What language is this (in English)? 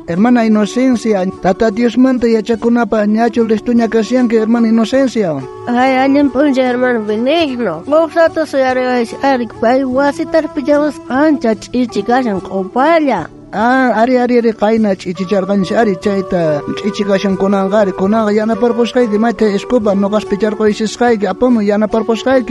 South Bolivian Quechua